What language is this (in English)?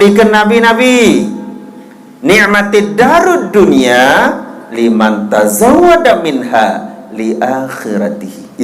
Sasak